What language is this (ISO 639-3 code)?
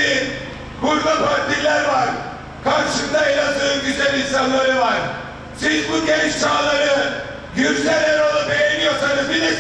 tur